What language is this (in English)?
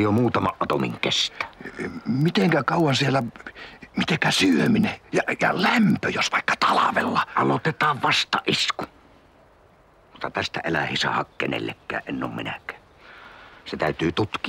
Finnish